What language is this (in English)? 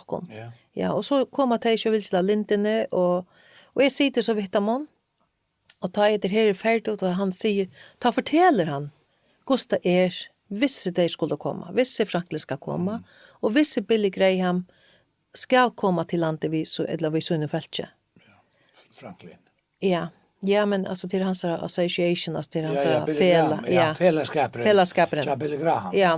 Faroese